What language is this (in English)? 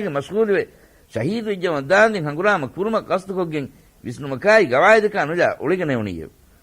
Divehi